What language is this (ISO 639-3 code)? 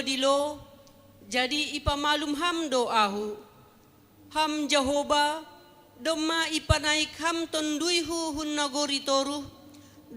bts